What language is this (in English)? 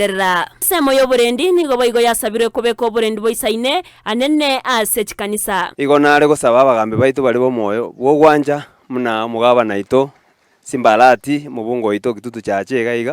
Gusii